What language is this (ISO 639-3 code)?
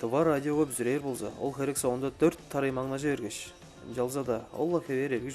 tyv